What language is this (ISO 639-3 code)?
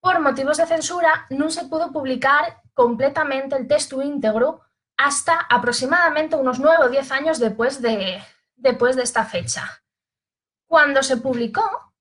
ast